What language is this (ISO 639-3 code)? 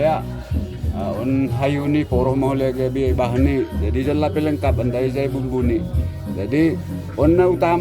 bts